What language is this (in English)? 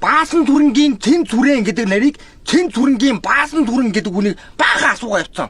Mongolian